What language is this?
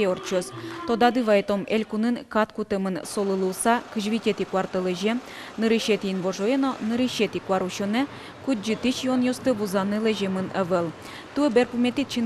Udmurt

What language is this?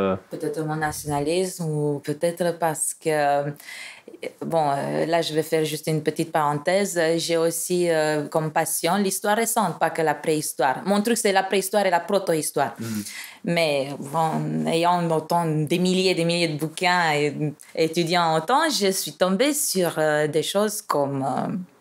French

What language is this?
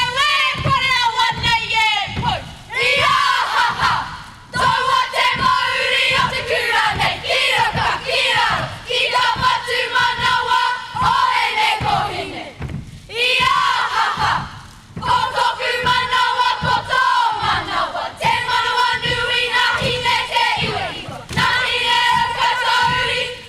Māori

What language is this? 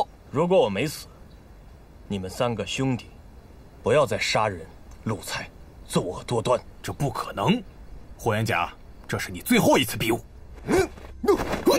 Chinese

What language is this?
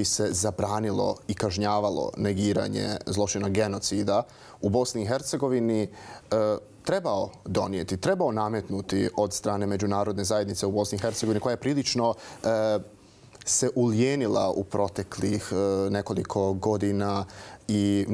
Bosnian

